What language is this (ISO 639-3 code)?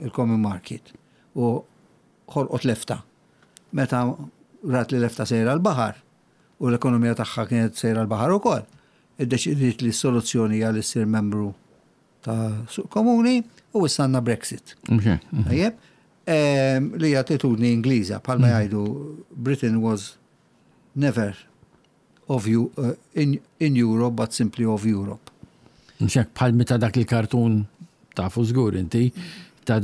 mlt